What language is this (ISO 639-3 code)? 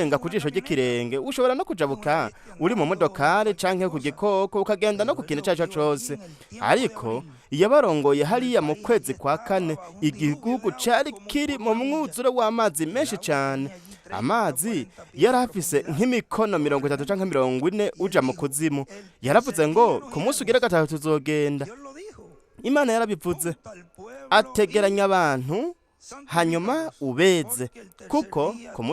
run